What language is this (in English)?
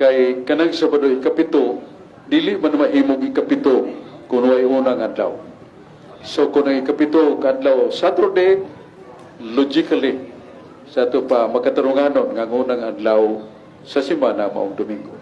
Cebuano